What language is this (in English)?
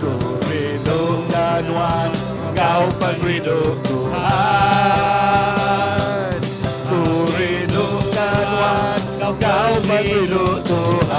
Iban